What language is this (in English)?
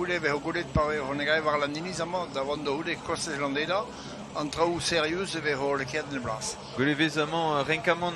Breton